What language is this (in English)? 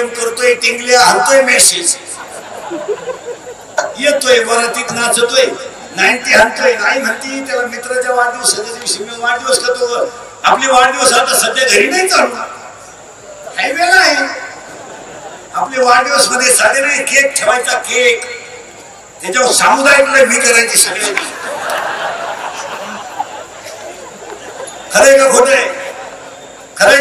Marathi